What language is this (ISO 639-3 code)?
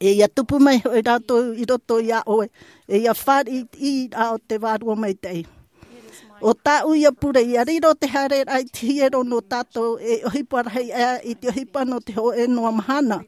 tah